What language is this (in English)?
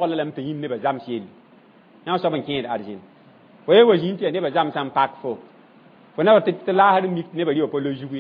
Mossi